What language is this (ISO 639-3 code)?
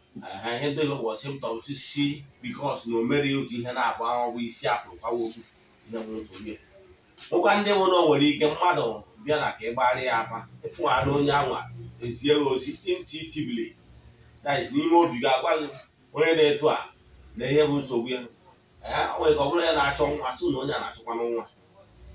ibo